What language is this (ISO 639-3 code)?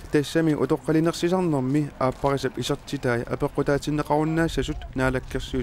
kal